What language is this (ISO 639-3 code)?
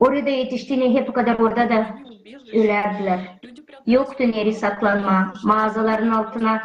gag